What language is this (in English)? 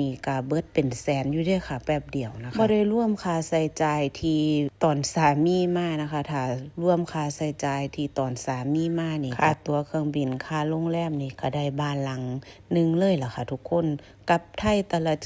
Northeastern Thai